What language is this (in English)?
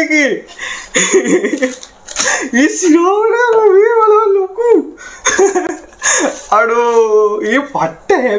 Sinhala